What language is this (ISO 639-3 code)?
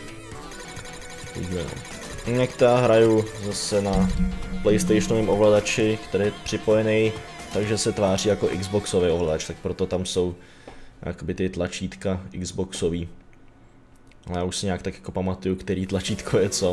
ces